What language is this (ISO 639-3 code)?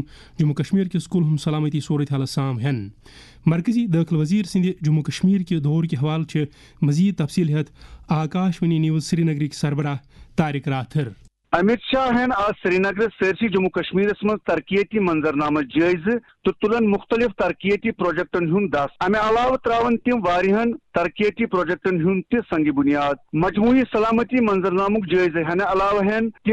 kas